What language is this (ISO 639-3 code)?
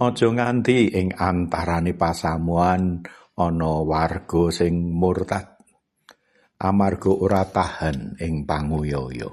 jav